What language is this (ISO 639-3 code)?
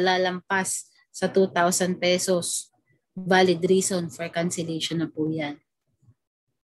fil